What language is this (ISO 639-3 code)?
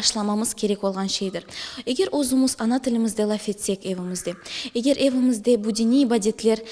crh